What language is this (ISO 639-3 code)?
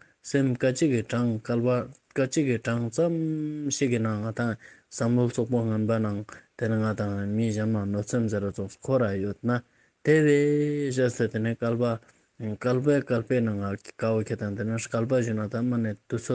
lbj